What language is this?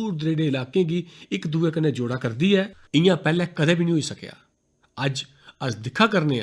Dogri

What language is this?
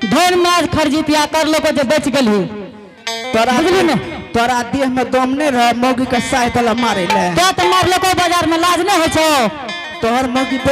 Angika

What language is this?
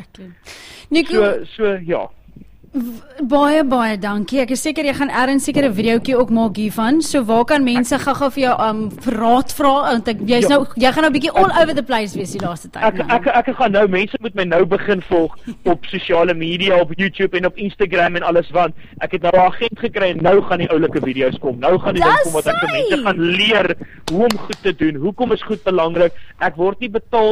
Afrikaans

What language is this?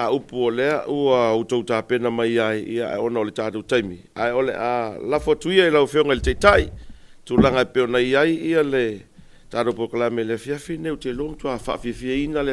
Samoan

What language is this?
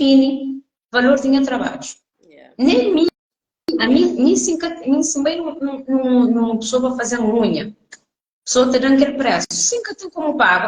Kabuverdianu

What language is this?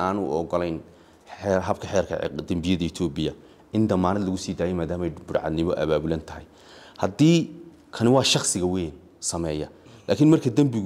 Somali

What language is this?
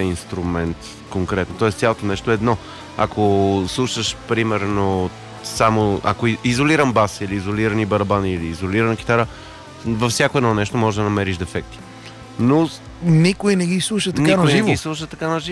Bulgarian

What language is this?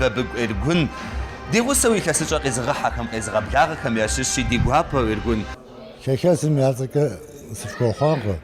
Kabardian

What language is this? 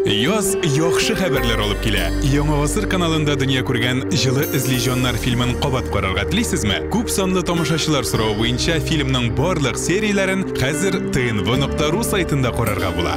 Tatar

